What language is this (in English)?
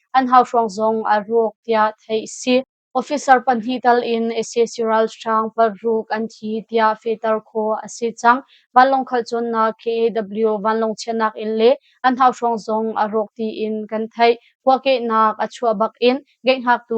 Hakha Chin